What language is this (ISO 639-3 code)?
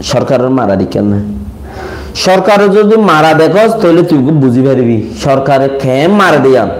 rhg